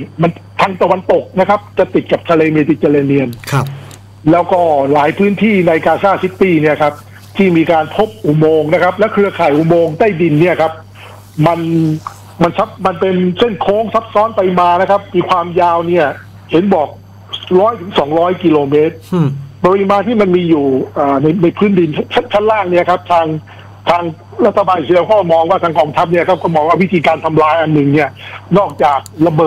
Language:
Thai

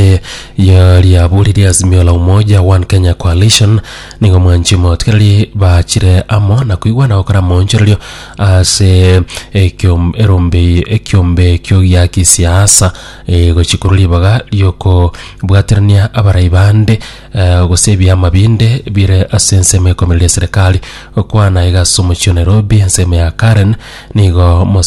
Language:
Gusii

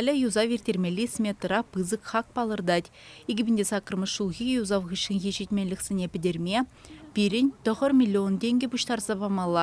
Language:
Chuvash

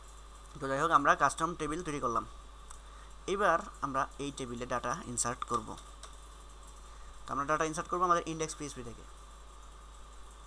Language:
Bangla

